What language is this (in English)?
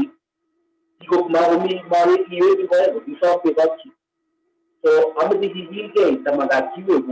Kalenjin